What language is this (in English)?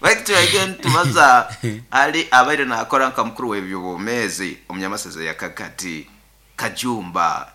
Nyankole